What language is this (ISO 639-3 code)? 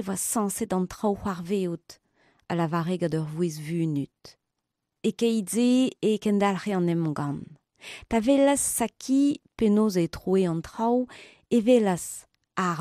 bre